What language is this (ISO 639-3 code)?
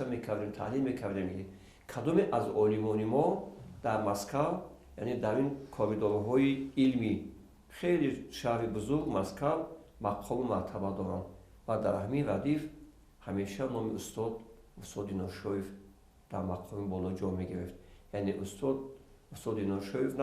tgk